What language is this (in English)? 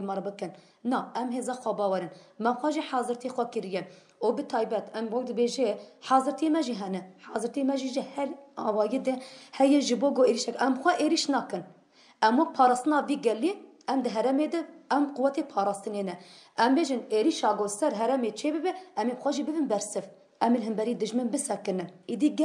Kurdish